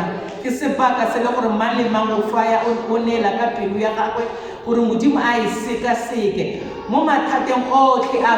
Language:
Tswana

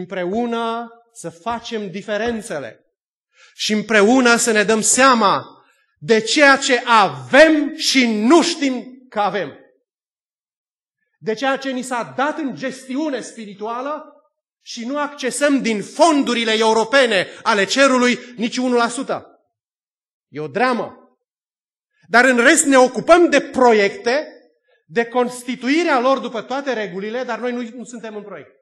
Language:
Romanian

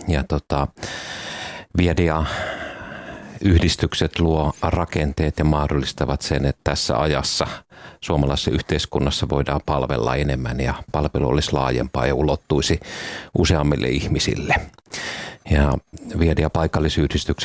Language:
Finnish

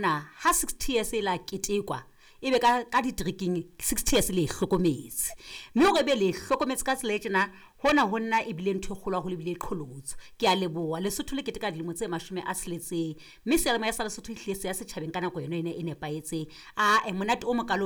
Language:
Southern Sotho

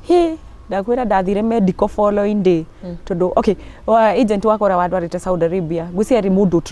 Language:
Kikuyu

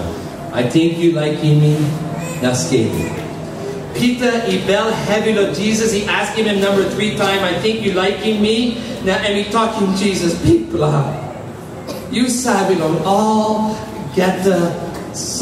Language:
Tok Pisin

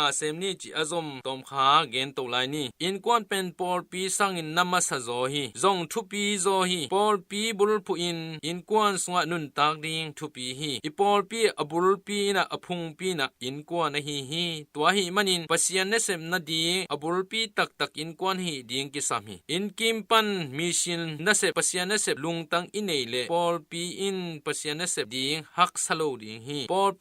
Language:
Tedim Chin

